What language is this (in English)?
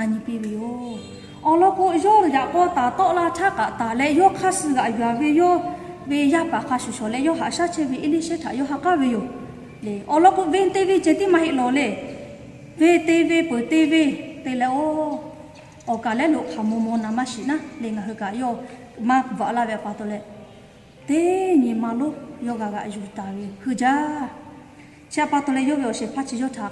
Lahu